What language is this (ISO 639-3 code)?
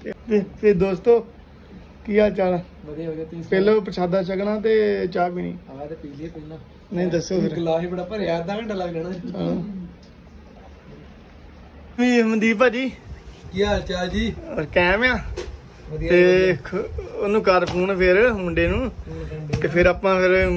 pan